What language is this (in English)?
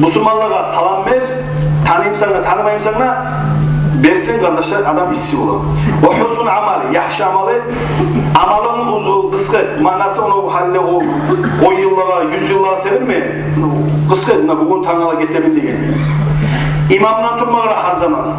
Kumyk